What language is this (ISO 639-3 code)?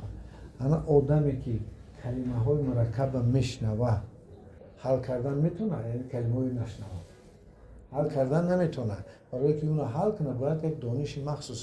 tgk